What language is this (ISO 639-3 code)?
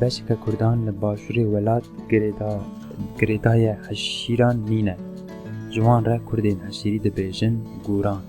kur